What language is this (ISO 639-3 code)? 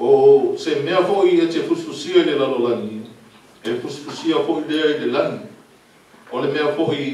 smo